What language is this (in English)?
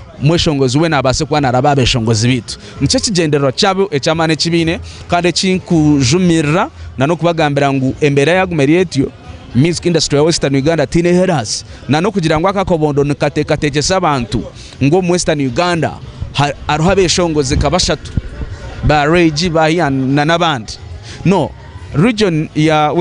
Nyankole